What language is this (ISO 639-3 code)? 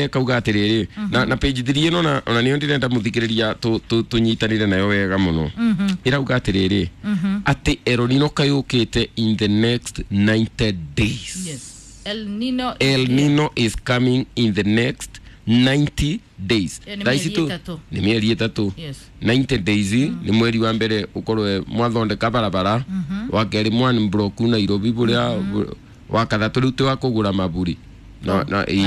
kik